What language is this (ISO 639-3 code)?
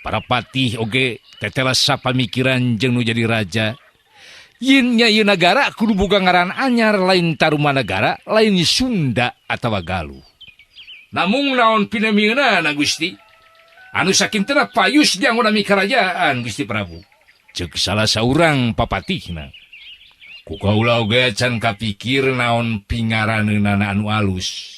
sun